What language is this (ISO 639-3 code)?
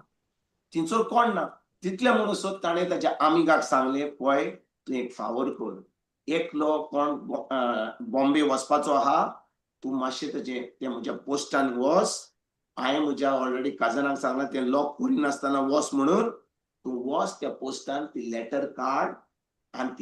kok